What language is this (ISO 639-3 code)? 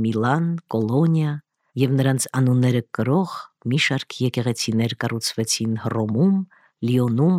hye